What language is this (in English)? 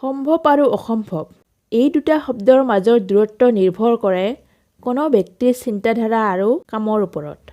Assamese